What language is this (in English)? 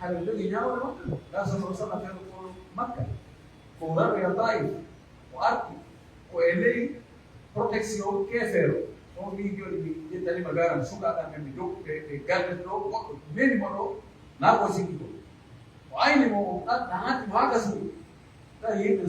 Pular